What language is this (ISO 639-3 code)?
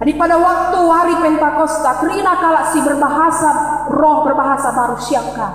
btx